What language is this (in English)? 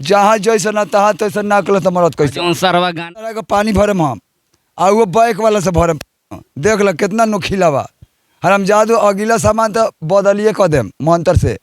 Bhojpuri